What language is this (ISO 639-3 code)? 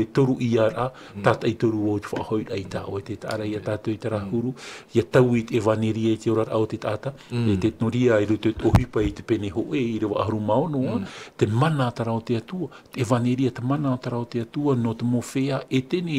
tah